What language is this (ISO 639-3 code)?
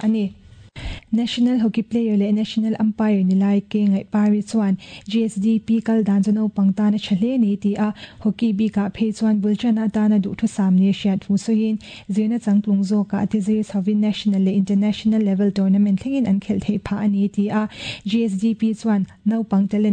lus